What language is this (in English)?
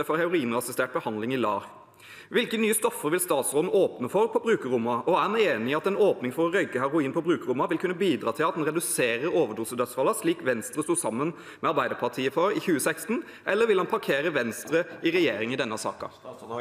Norwegian